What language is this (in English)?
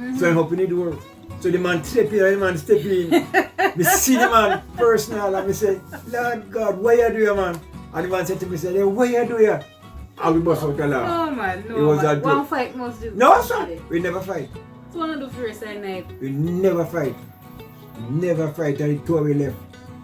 Jamaican Creole English